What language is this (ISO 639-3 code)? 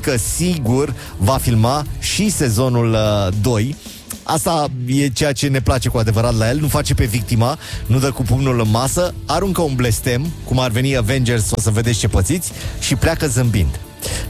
ron